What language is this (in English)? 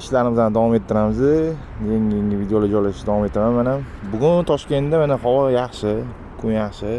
Uzbek